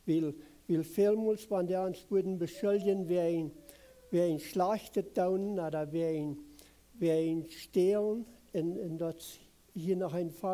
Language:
Plautdietsch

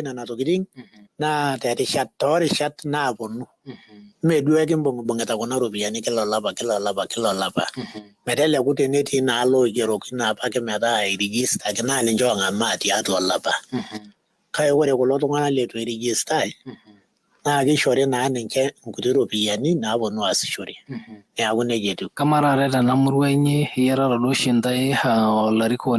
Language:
Masai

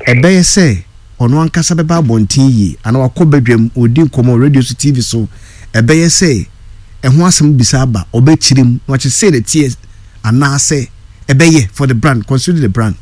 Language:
Akan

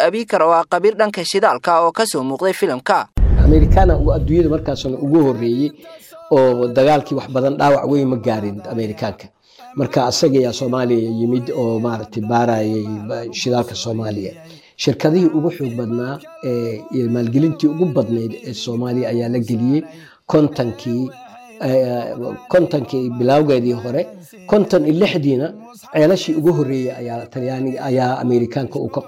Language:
Somali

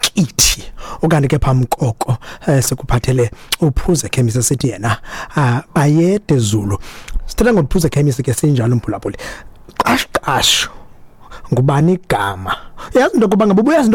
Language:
Xhosa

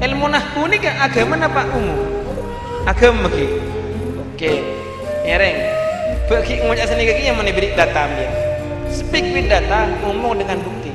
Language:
Madurese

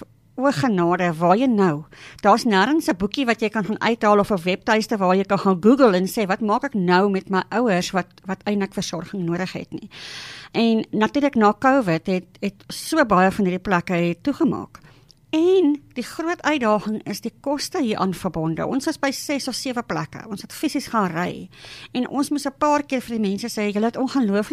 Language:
Afrikaans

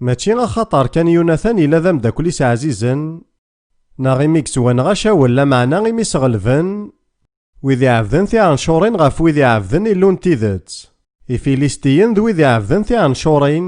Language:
Kabyle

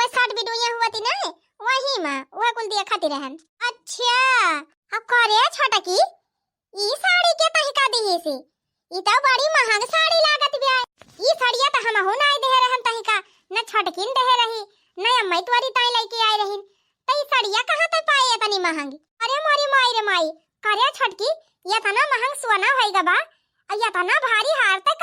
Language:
Awadhi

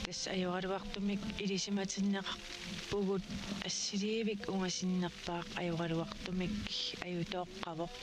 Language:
Kalaallisut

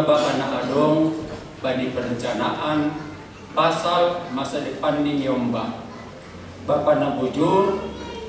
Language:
Batak Simalungun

